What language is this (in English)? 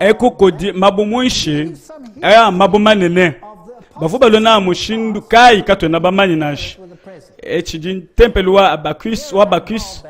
Luba-Lulua